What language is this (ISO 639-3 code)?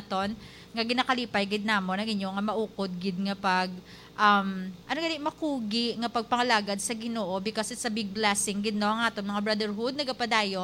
hil